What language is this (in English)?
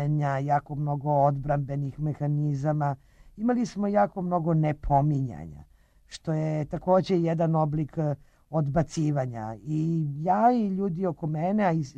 Serbian